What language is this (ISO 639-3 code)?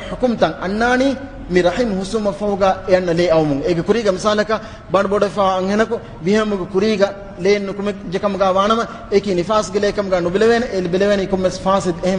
div